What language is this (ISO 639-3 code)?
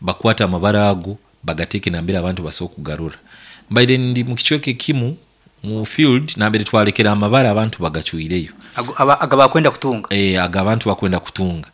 nyn